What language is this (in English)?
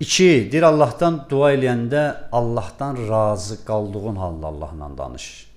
Azerbaijani